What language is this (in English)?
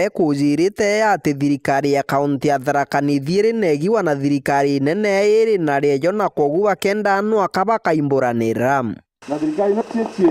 Meru